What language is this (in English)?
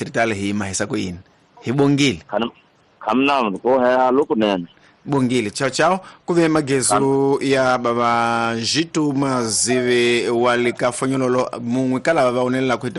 Tsonga